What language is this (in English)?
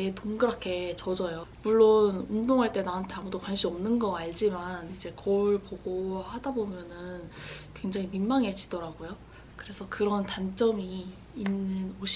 Korean